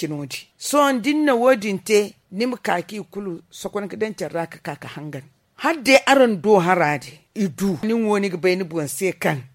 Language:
Zarma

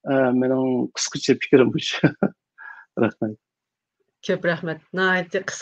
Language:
Uyghur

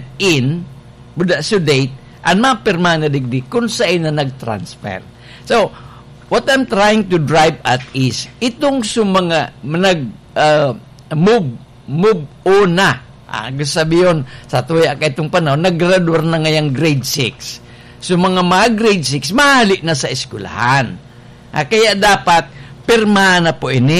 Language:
Bikol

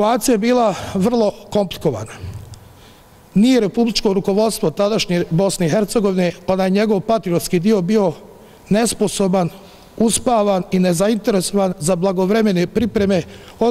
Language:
Bosnian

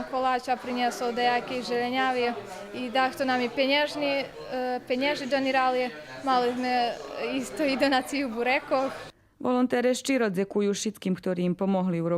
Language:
Rusyn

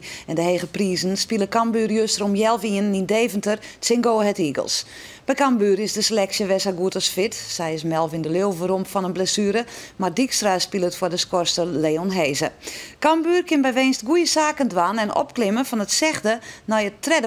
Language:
Western Frisian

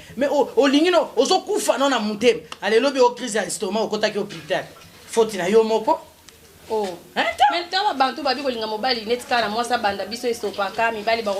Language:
Lingala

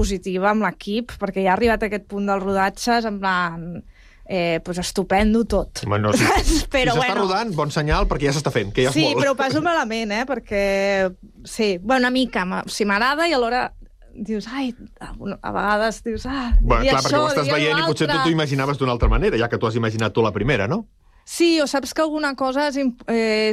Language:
Catalan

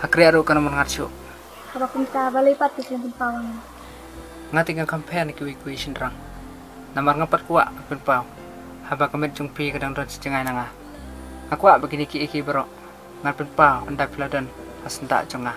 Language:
Khasi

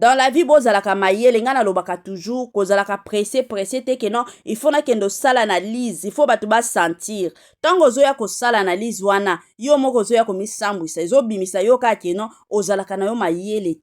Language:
Lingala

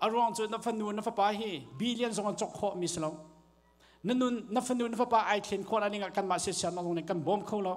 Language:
Hakha Chin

